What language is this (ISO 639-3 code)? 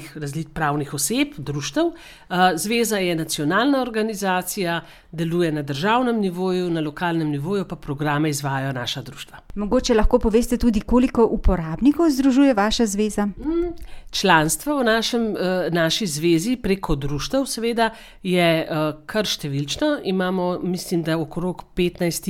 slv